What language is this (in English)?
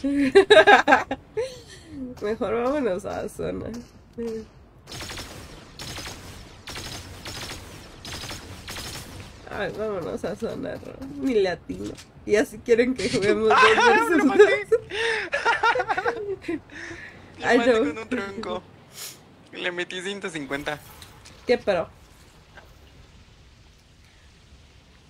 Spanish